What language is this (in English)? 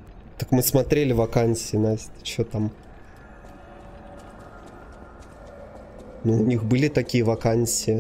Russian